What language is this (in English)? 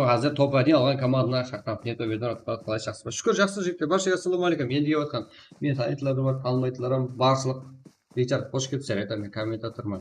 Kara-Kalpak